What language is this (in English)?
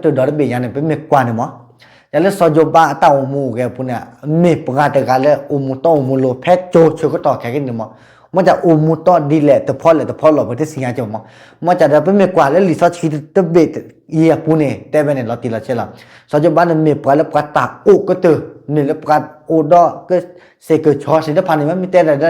S'gaw Karen